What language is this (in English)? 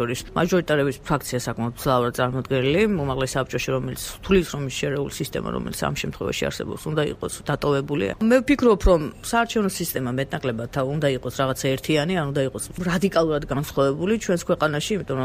Georgian